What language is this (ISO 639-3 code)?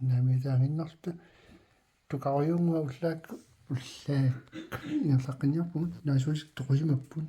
kal